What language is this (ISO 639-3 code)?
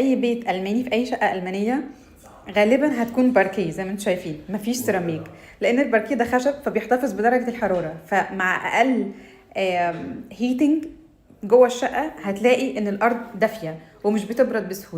arz